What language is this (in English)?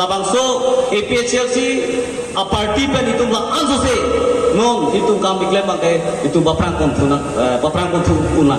Karbi